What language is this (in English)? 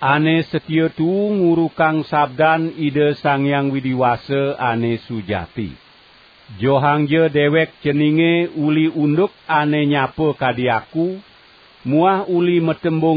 Balinese